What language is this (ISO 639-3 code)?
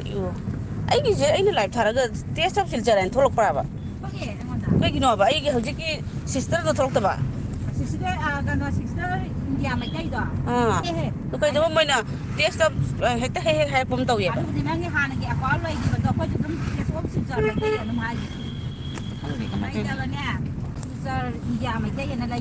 mni